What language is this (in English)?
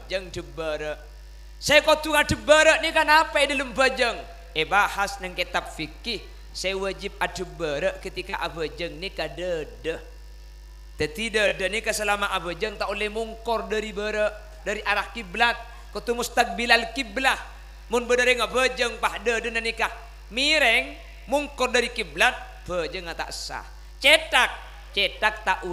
Madurese